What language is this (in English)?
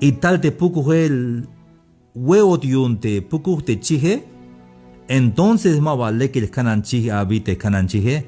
Tzeltal